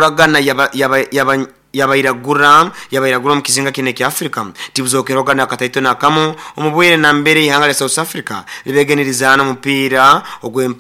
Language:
Nyoro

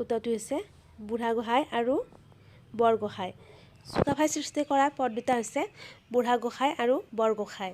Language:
Assamese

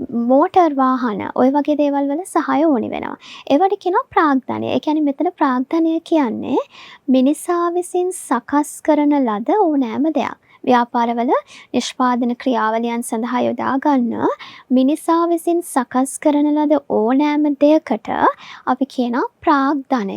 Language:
Sinhala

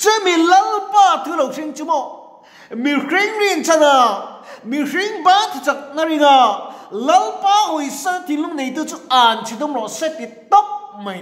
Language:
Mizo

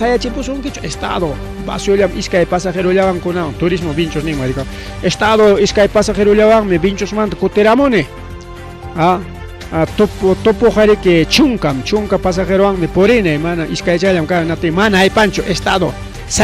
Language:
Ayacucho Quechua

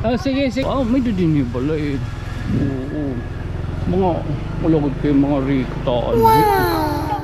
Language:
Waray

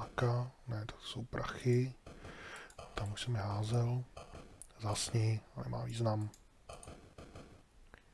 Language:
Czech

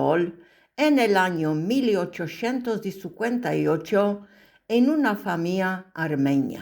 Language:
Ladino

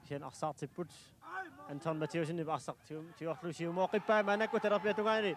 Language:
Kalaallisut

